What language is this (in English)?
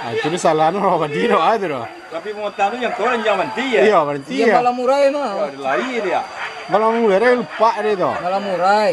Minangkabau